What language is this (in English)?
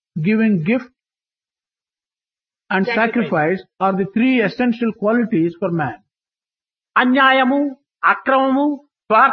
Telugu